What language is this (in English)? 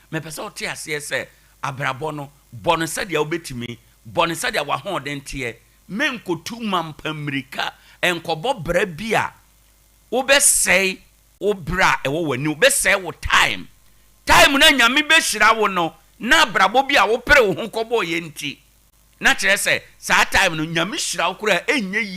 Akan